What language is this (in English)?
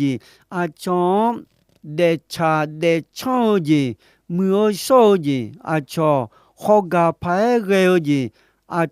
Akha